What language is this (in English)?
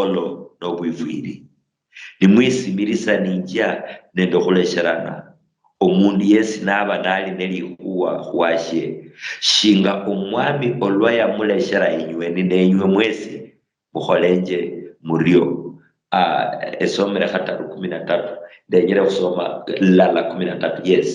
Luyia